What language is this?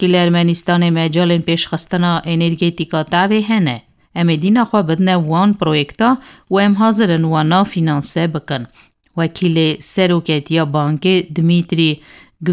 Kurdish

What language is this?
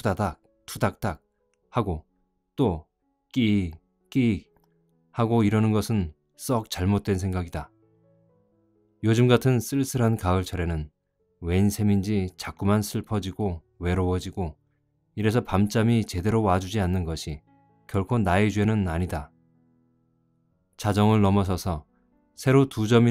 Korean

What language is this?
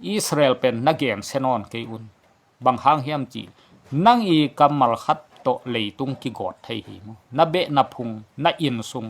Tedim Chin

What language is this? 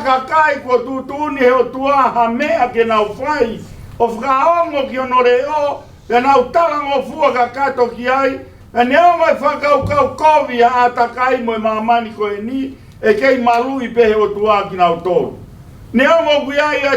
Tongan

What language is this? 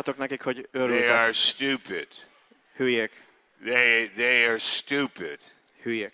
Hungarian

